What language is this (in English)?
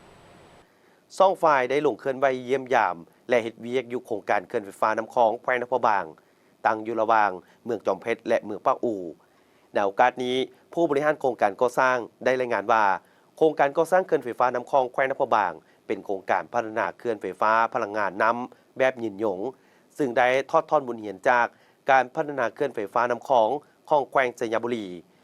Lao